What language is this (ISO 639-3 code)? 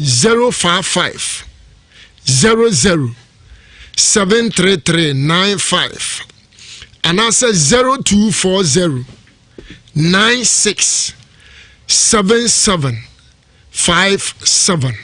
aka